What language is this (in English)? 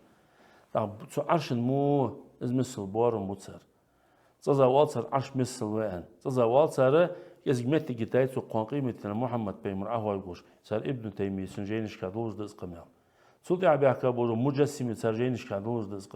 Ingush